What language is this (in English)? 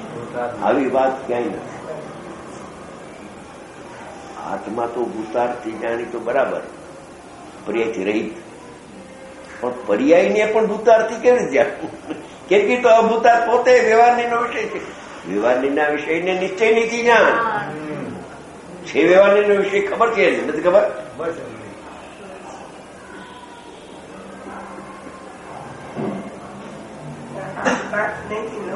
Gujarati